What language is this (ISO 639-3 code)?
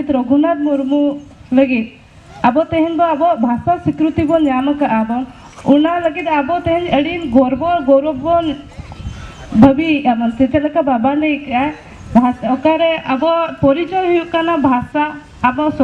sat